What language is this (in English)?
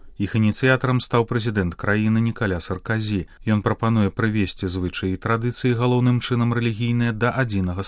Belarusian